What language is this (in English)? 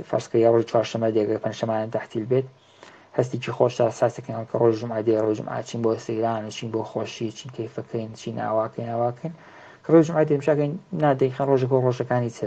Central Kurdish